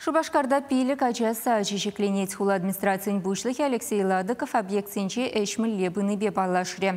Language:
Chuvash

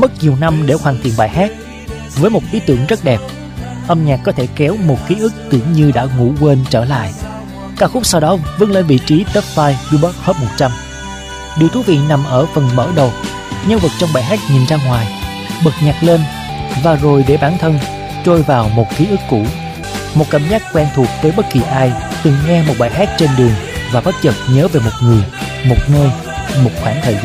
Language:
Vietnamese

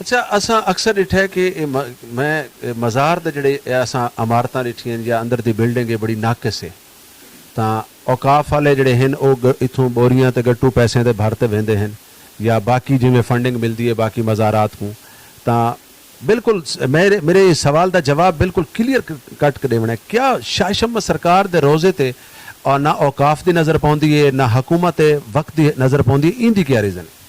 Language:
Saraiki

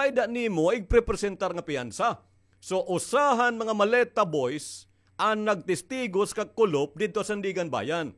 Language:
Waray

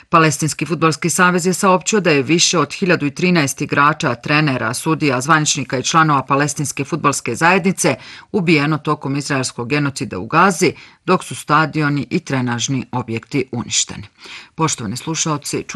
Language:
Bosnian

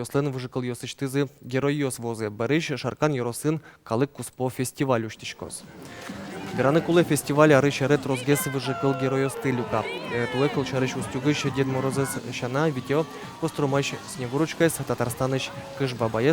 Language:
Udmurt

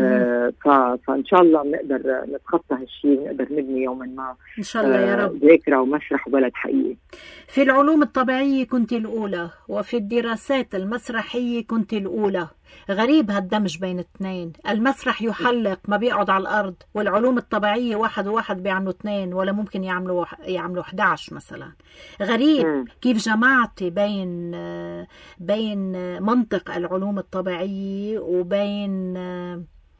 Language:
North Levantine Arabic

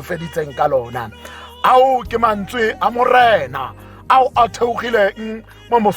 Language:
Tswana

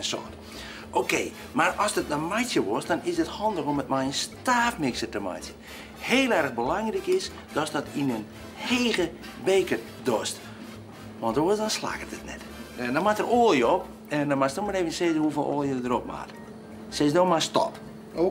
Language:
Western Frisian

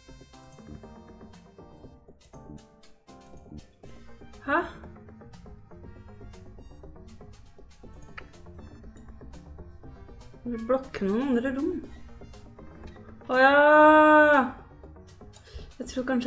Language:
Norwegian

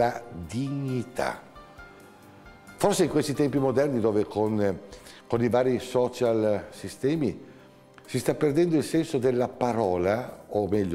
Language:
Italian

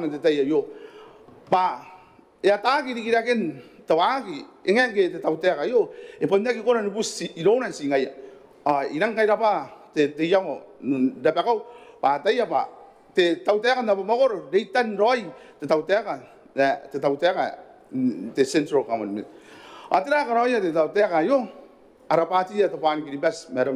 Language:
Gilbertese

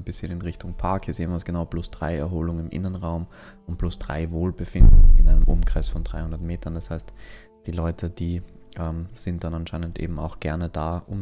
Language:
German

